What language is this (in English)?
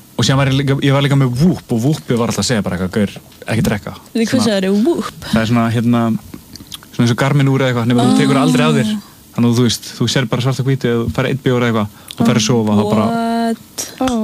Icelandic